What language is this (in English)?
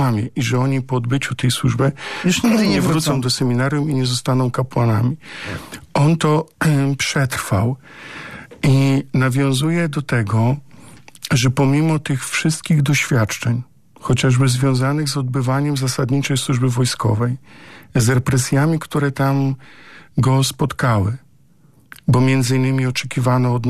Polish